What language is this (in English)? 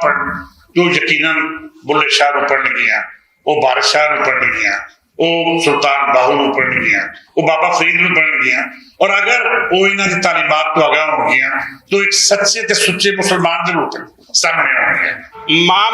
Western Panjabi